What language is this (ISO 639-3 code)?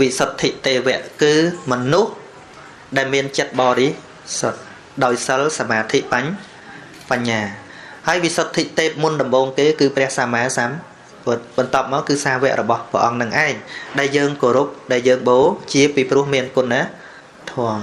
khm